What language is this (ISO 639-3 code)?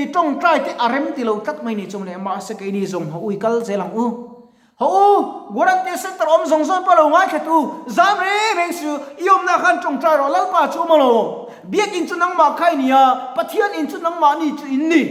lus